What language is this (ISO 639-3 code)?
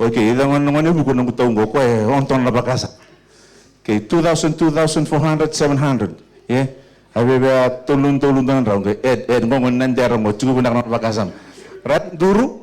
fij